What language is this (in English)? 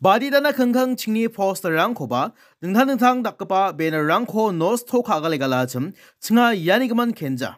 Garo